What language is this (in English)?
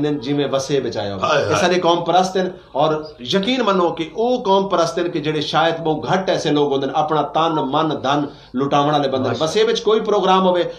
Saraiki